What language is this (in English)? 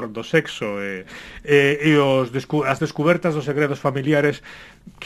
Galician